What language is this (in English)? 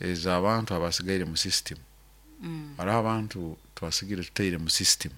Nyoro